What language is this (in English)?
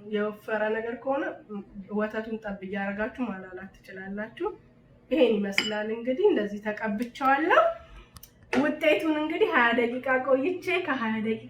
Amharic